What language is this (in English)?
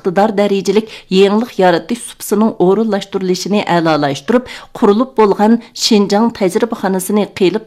Uyghur